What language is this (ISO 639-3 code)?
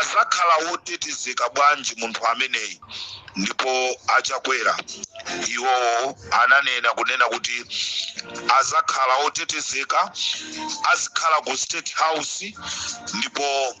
nya